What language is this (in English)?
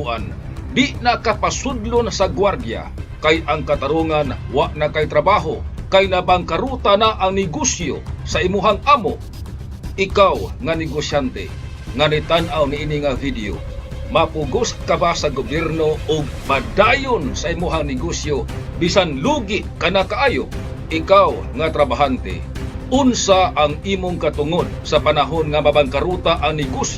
Cebuano